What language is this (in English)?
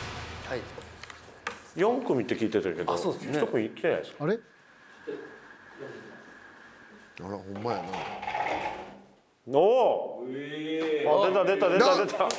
Japanese